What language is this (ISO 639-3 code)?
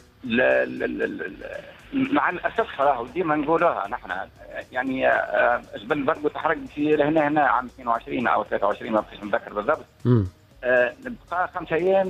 aeb